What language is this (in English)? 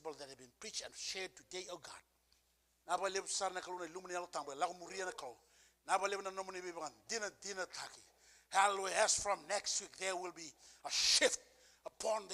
Fijian